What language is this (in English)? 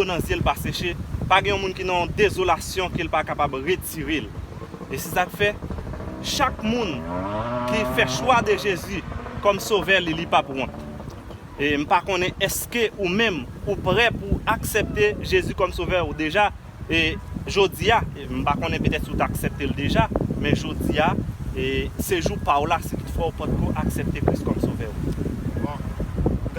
Haitian Creole